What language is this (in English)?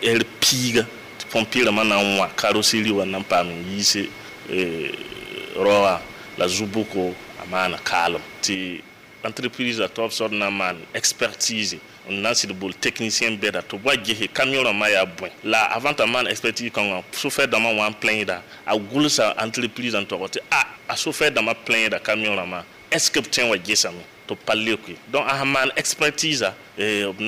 Mossi